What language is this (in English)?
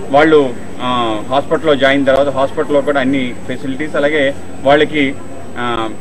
Telugu